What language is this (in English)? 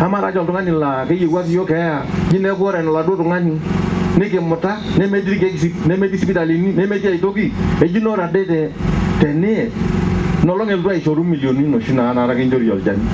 Masai